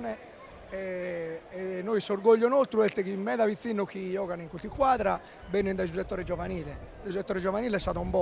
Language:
Sardinian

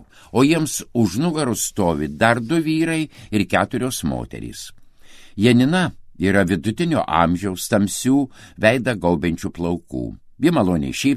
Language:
Lithuanian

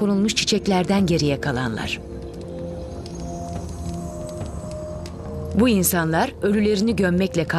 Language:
Turkish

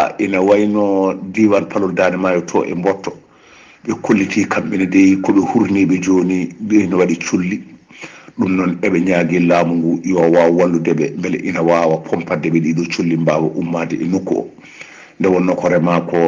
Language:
Fula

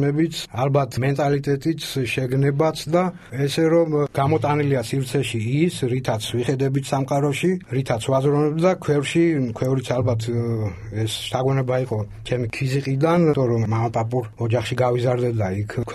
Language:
Georgian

